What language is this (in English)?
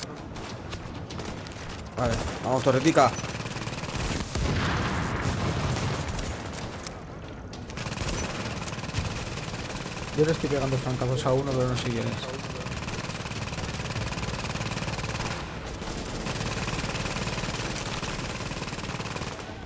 Spanish